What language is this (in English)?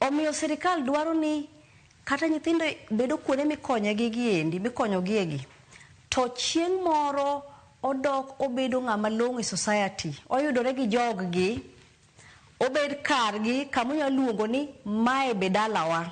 Luo (Kenya and Tanzania)